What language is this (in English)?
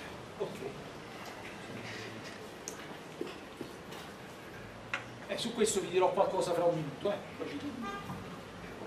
Italian